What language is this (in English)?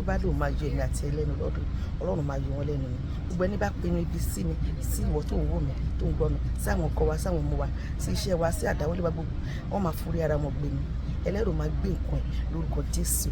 Yoruba